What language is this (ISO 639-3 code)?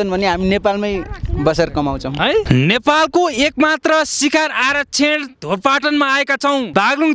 nep